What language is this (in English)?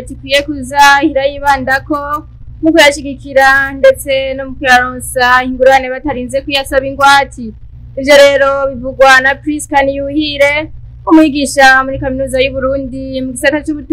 Rundi